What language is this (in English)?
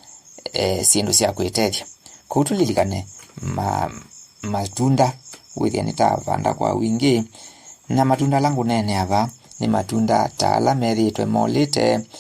Kamba